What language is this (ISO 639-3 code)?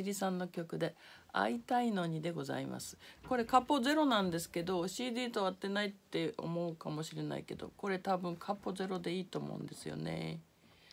jpn